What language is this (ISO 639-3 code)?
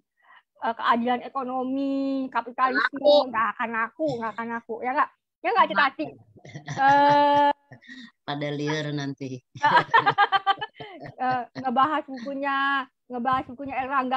ind